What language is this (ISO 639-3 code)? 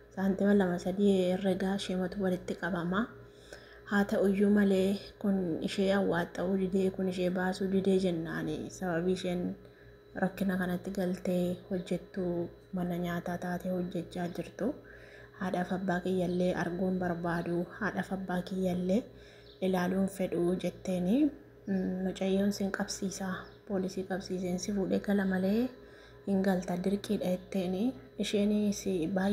orm